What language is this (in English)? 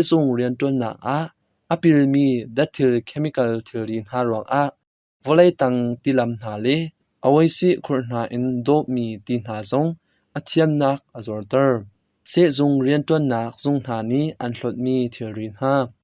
Hakha Chin